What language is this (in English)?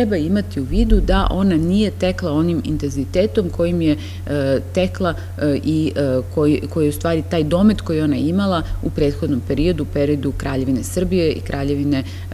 Serbian